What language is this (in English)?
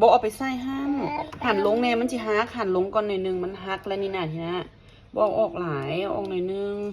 Lao